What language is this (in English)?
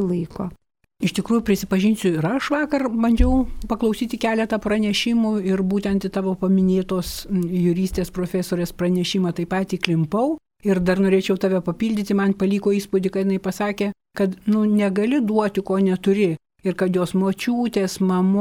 Lithuanian